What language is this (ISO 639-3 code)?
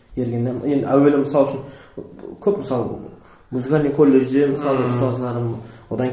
kaa